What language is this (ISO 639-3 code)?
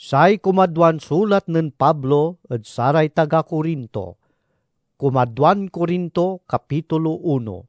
pag